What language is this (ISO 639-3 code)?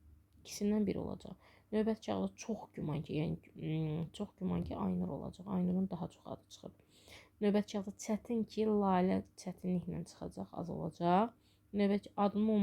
aze